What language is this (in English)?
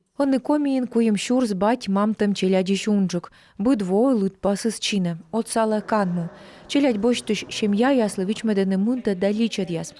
Komi